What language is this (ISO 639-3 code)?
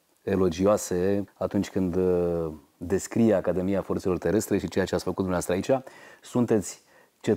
ron